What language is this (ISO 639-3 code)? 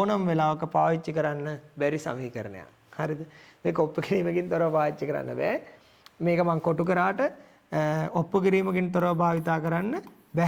sin